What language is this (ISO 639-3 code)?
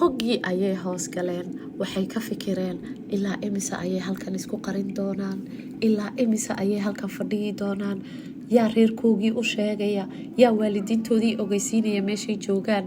som